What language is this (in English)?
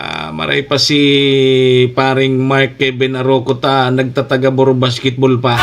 Bikol